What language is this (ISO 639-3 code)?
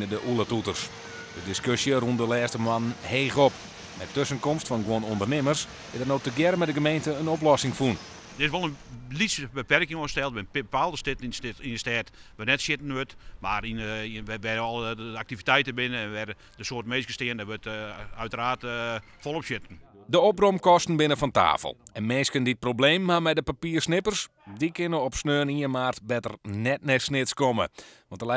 fry